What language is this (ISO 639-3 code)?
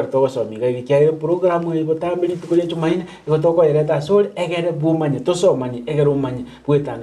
guz